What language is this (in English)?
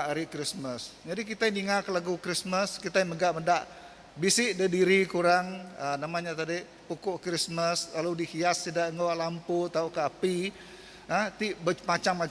Iban